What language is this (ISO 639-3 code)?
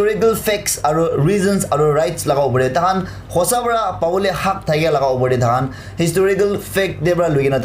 nag